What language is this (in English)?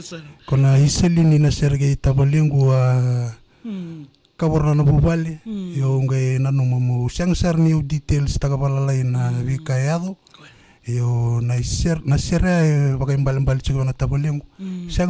Fijian